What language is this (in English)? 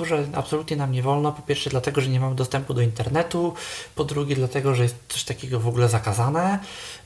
Polish